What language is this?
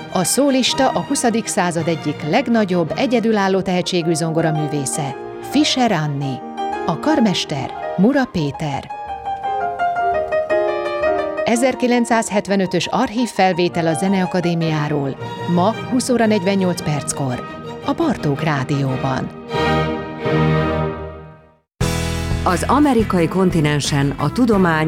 Hungarian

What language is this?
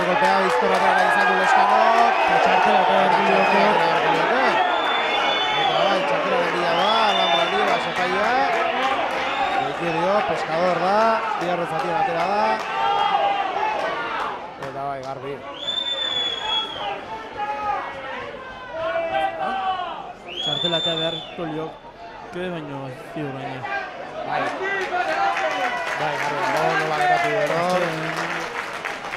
Basque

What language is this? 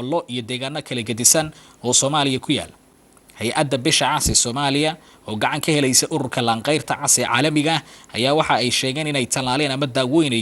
Somali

